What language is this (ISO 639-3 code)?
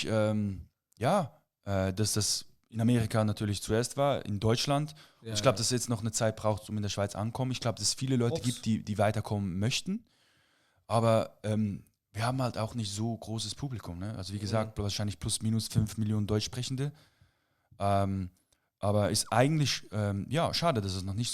gsw